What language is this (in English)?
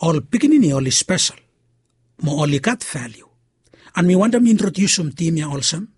Bislama